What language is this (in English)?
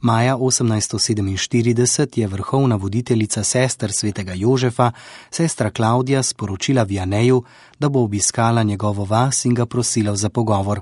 Slovenian